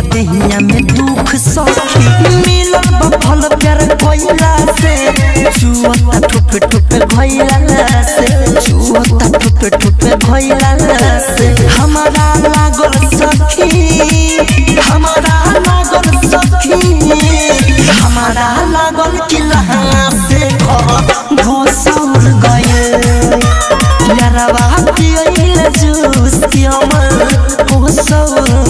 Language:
Bhojpuri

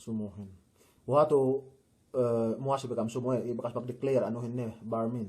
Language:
Yakan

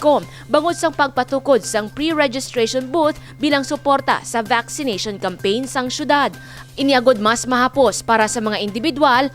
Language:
Hiligaynon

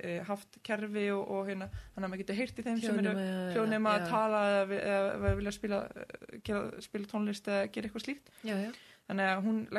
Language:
Icelandic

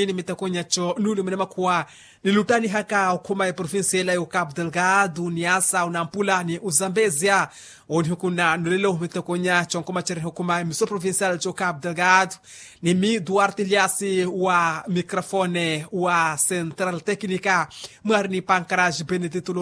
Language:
Makhuwa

